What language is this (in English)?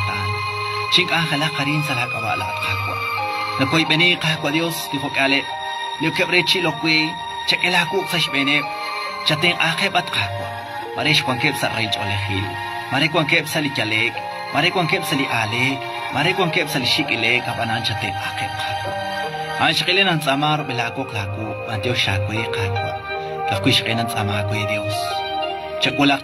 Kekchí